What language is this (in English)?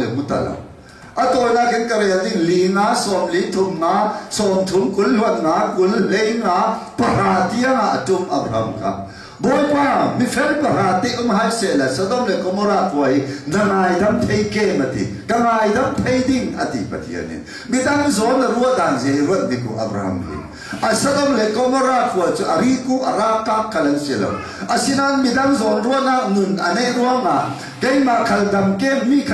Falam Chin